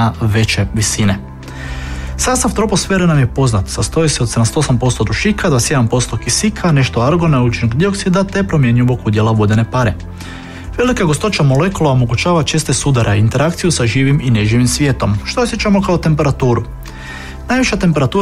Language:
Croatian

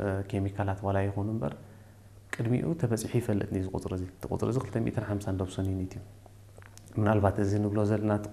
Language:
Tigrinya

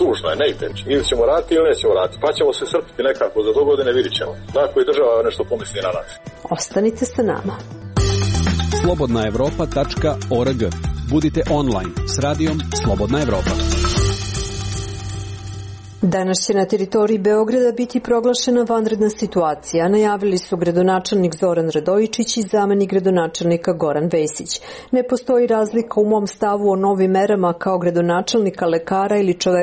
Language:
Serbian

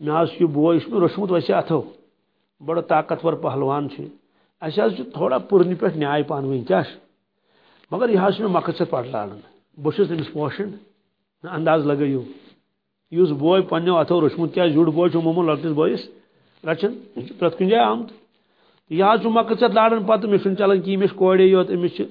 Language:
Kashmiri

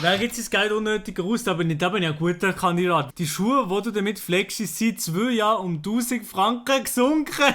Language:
Swiss German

